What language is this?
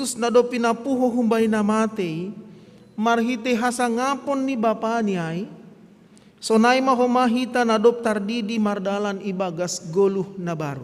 Batak Simalungun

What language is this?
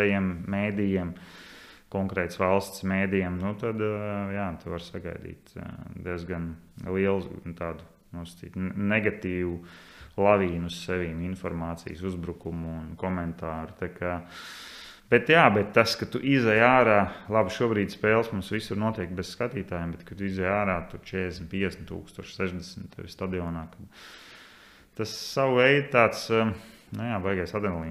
Latvian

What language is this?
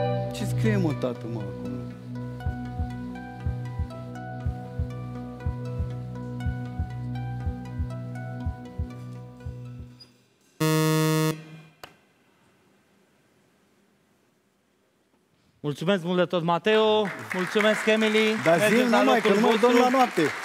Romanian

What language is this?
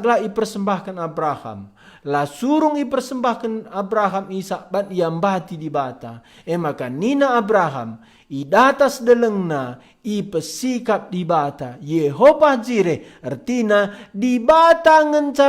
Batak Karo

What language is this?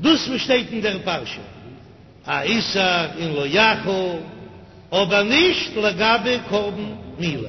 Yiddish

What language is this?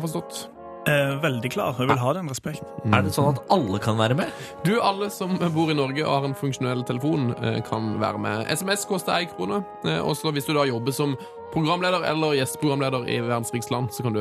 Norwegian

